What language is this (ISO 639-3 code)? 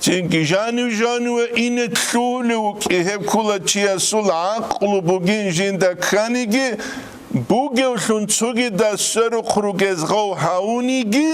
ava